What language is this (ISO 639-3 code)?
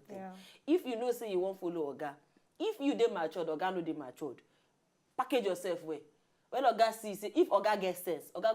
pcm